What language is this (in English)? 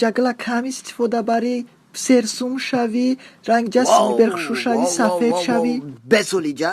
Tajik